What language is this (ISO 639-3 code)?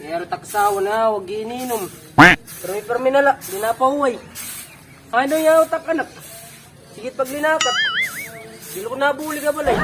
war